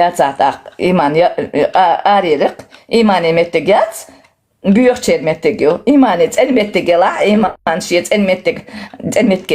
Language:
Chechen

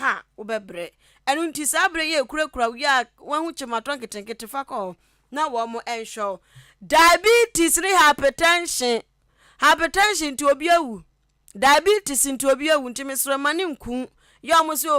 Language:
Akan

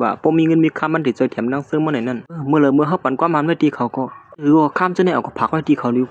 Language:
Shan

